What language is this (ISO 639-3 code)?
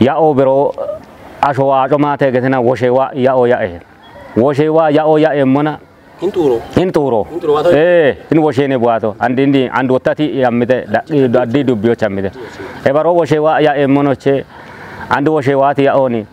kbr